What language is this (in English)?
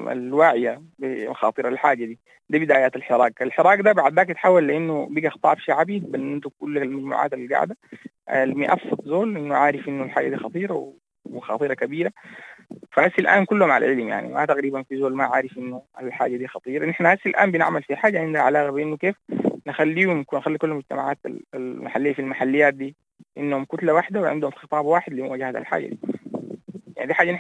Sudanese Arabic